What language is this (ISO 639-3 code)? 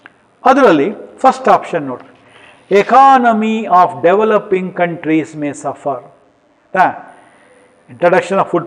kan